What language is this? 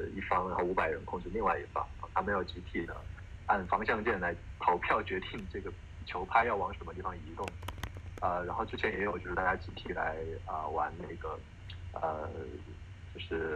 Chinese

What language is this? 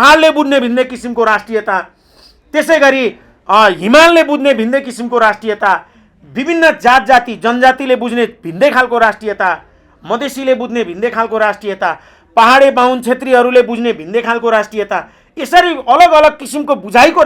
Nepali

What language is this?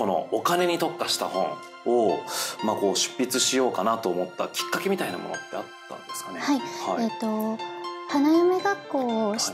Japanese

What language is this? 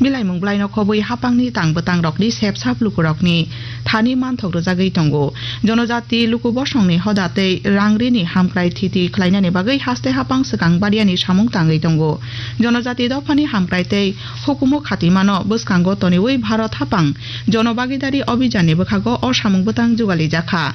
Kok Borok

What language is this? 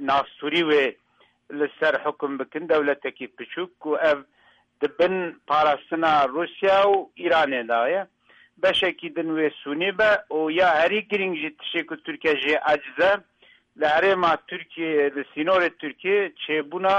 Kurdish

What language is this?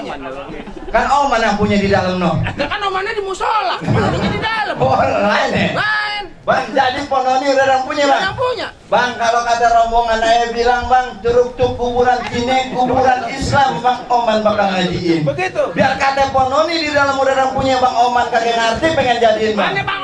Betawi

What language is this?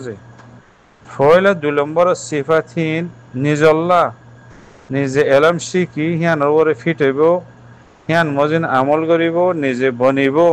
Rohingya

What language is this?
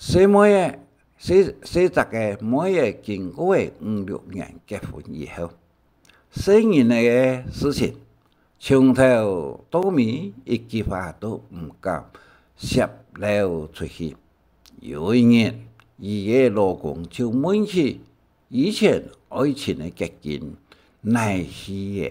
Hakka Chinese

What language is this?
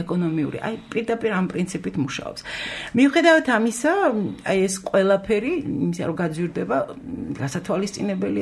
Georgian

